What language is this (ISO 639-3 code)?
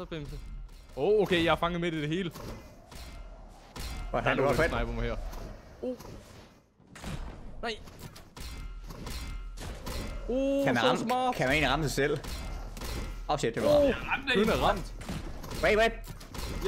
dan